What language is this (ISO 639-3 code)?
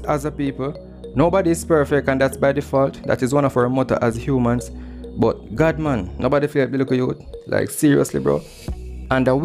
jam